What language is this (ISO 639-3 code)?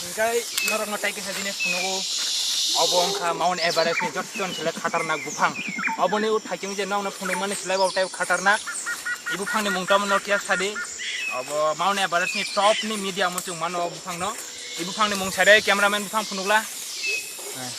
trp